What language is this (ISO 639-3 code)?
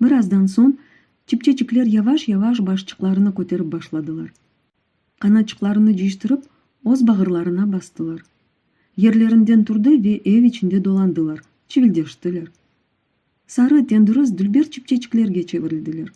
crh